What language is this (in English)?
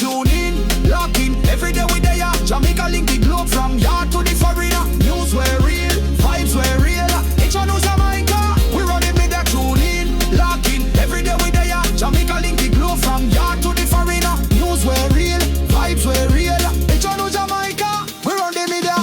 Jamaican Creole English